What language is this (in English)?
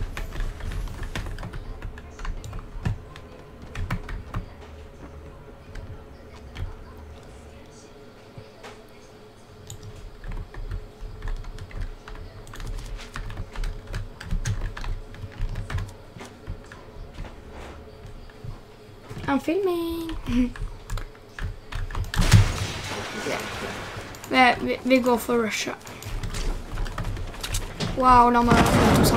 Norwegian